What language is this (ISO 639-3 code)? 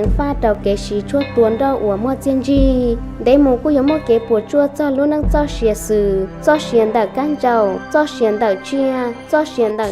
hmn